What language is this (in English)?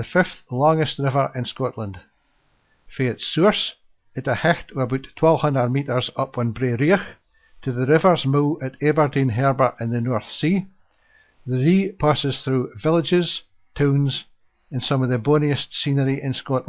Scots